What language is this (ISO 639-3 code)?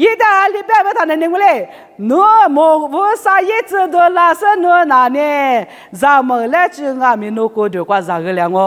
lis